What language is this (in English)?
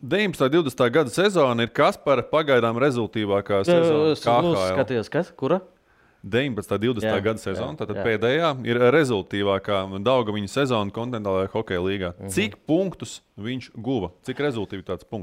Latvian